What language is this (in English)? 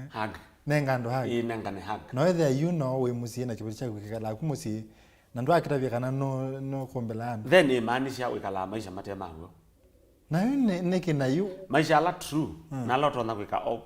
Kamba